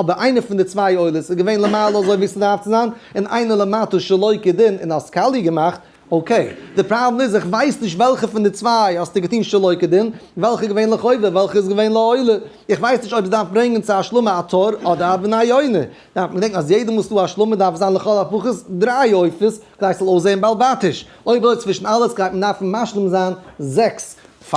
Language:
Yiddish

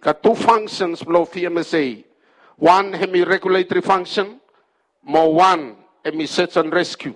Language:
Bislama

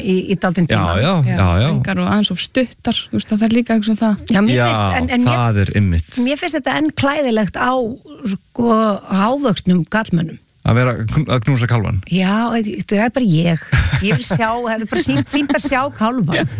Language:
Icelandic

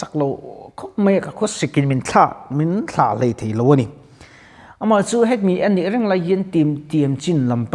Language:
Mizo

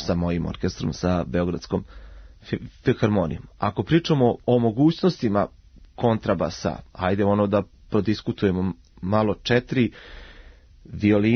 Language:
Serbian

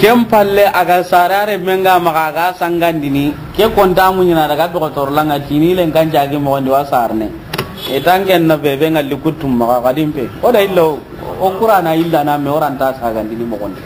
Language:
Soninke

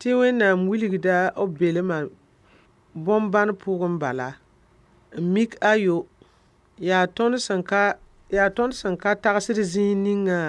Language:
Mossi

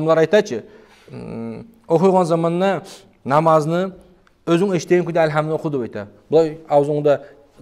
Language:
Kumyk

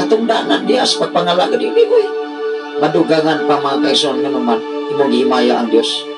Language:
Cebuano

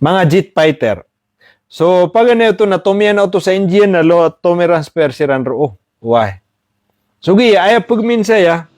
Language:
Maranao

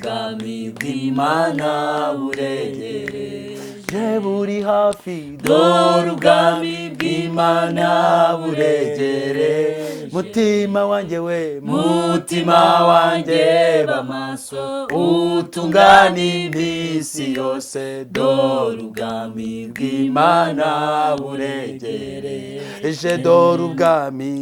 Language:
Kinyarwanda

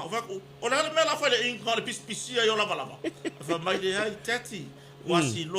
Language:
Samoan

